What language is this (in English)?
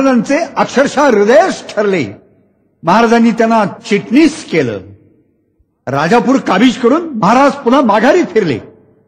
Marathi